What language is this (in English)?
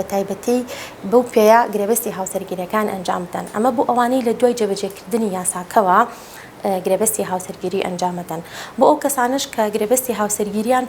Central Kurdish